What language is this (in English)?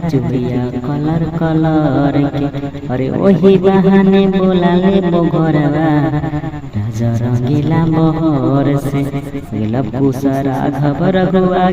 Magahi